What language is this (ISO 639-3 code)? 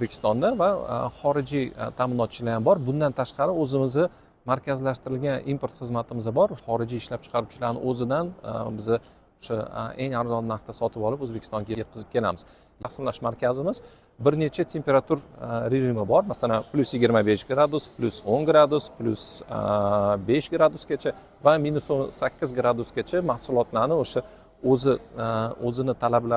uzb